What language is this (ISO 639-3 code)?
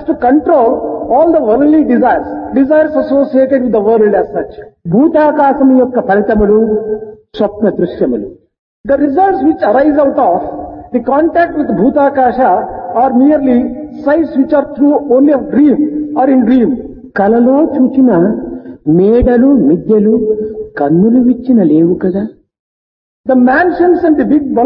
tel